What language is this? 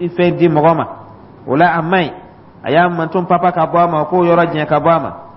Dyula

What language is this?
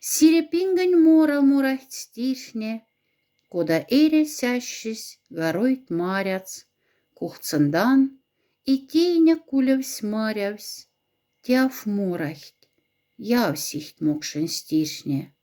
Moksha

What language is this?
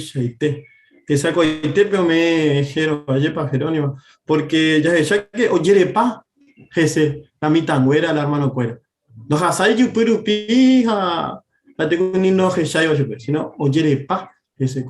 Guarani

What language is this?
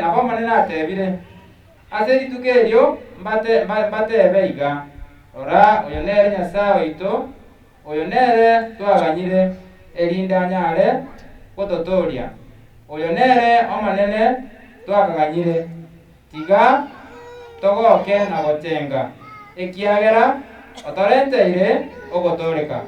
Gusii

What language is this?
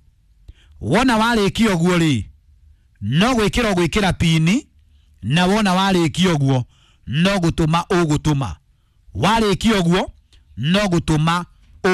Kikuyu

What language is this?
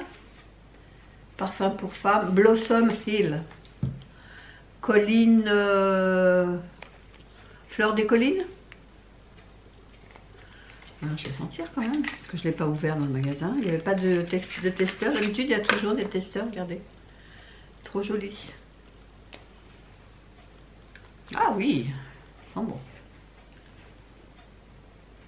French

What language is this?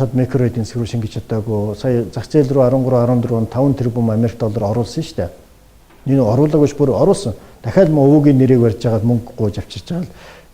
Mongolian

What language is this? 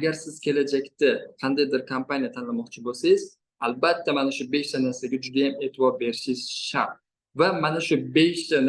Uzbek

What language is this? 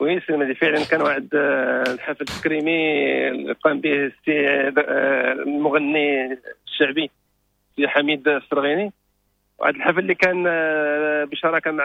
Moroccan Arabic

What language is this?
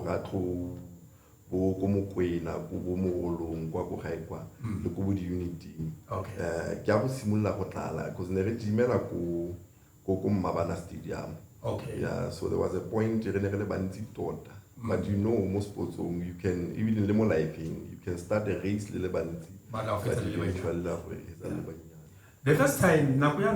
Tswana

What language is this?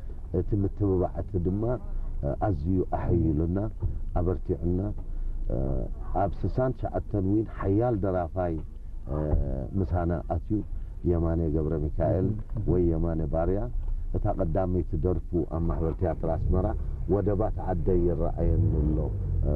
Tigrinya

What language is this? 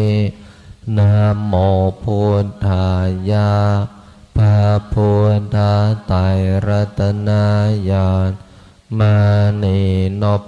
Pali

